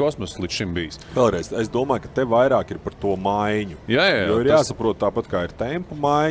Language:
Latvian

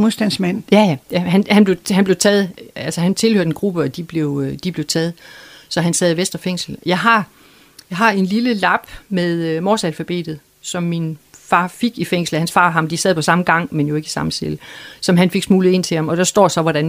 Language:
Danish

